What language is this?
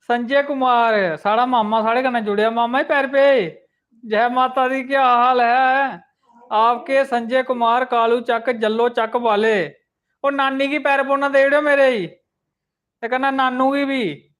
Dogri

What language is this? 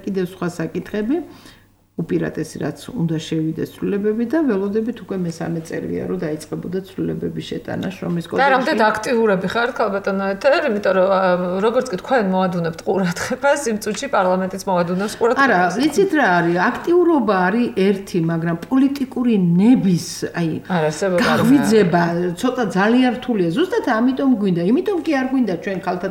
Georgian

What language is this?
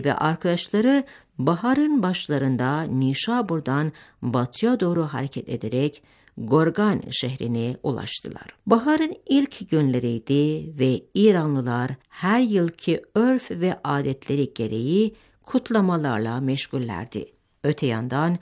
Turkish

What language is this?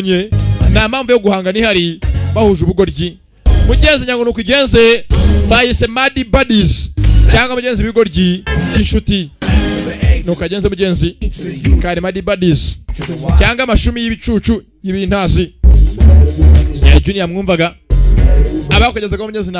Kinyarwanda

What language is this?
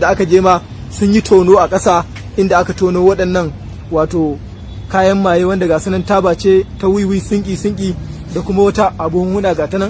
Hausa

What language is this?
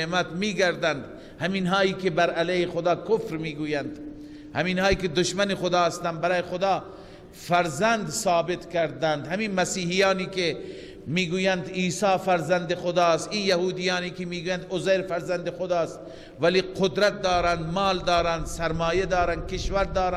Persian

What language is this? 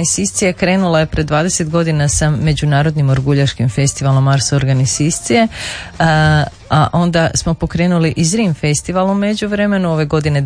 Croatian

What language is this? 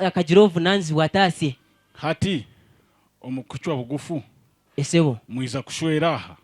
Nyankole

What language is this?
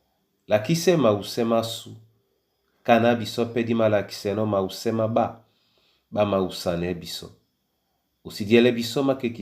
Duala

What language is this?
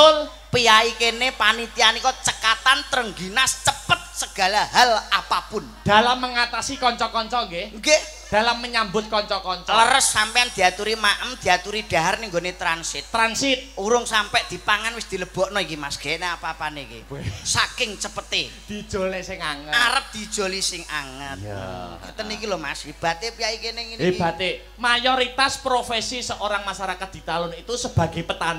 Javanese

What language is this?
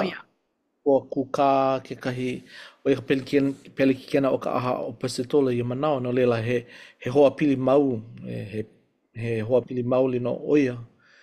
Hawaiian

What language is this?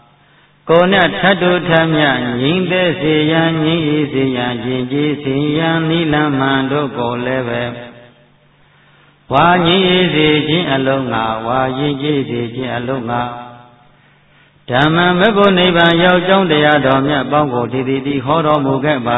Burmese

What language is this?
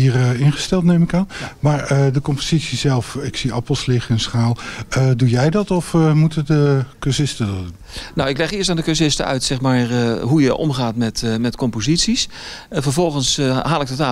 Dutch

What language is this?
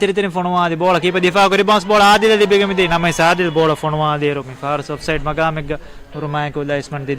Divehi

